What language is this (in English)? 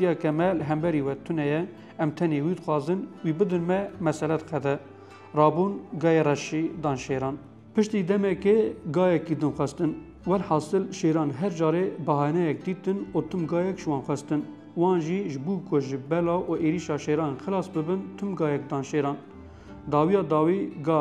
Kurdish